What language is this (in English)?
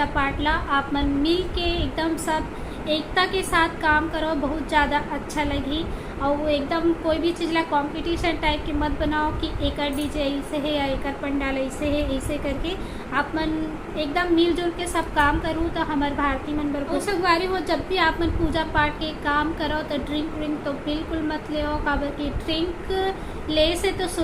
Chhattisgarhi